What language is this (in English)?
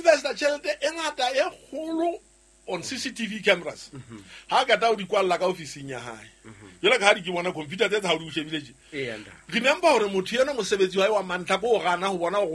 Southern Sotho